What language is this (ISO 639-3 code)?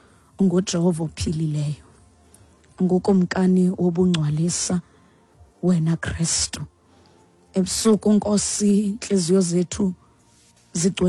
xho